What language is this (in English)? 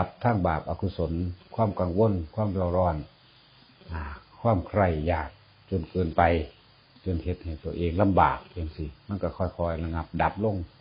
Northeastern Thai